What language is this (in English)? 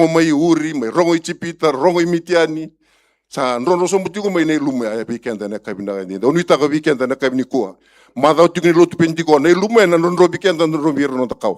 Fijian